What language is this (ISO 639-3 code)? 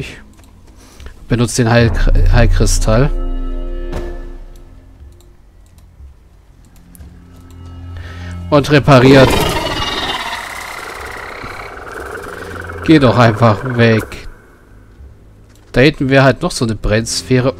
deu